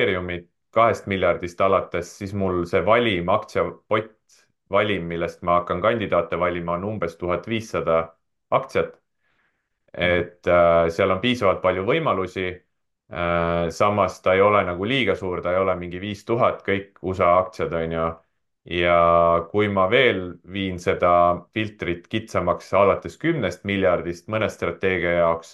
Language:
Estonian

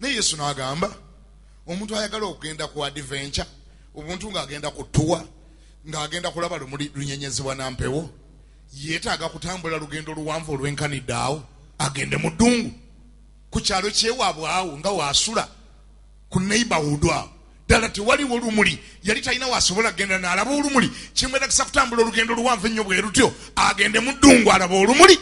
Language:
Ganda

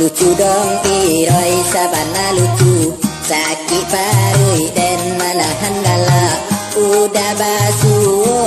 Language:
Minangkabau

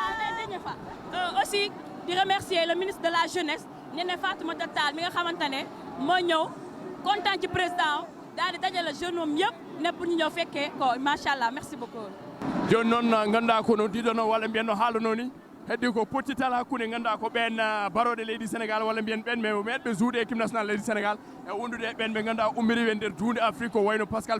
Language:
Fula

